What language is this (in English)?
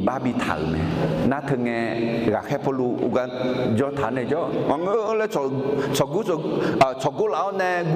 Akha